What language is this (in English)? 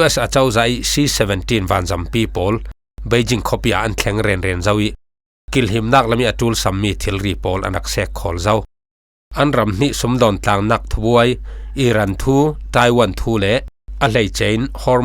Falam Chin